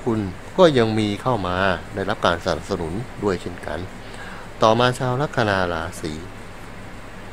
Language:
Thai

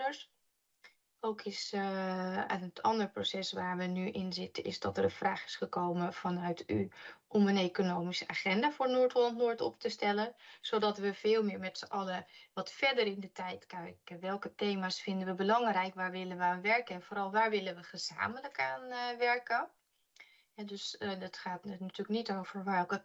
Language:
Dutch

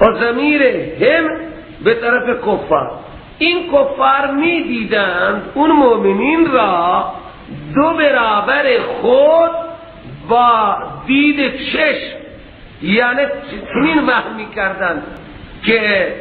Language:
Persian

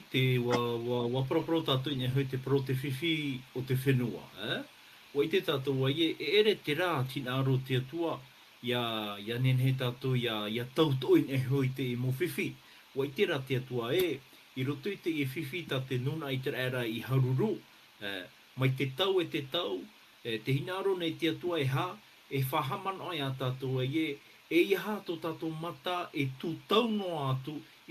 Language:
Tahitian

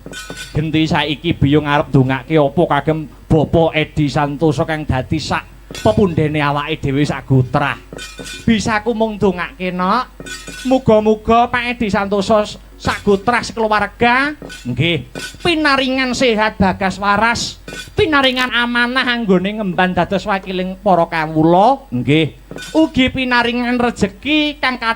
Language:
Javanese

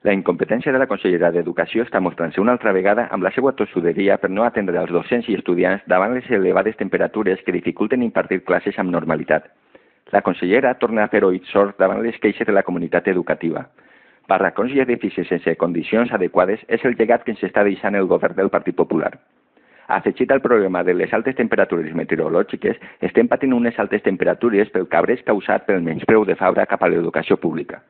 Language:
Catalan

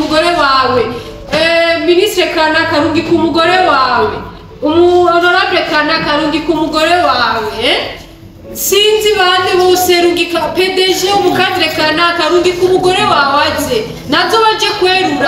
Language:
Rundi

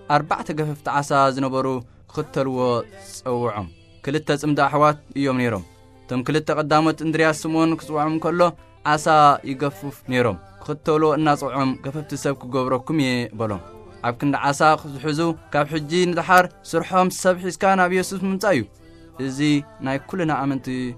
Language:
Tigrinya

